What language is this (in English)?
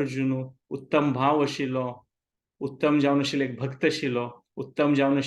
Konkani